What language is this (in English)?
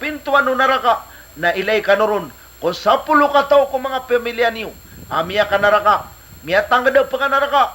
Maranao